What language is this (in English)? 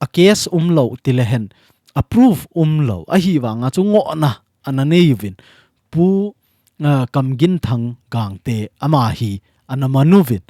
Thado Chin